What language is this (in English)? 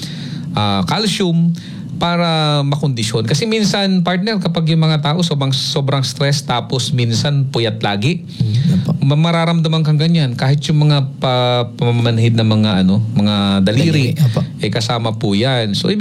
Filipino